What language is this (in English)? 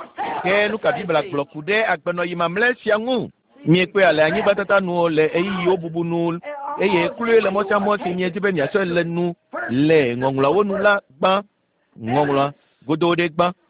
Ewe